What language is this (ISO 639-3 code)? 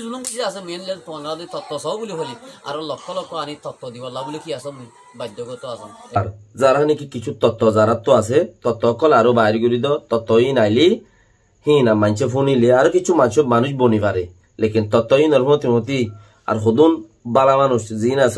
rhg